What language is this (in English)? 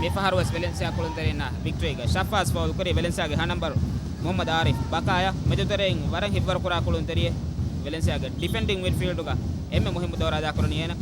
Divehi